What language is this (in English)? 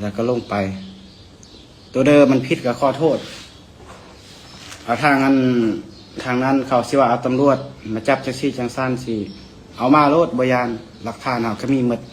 Lao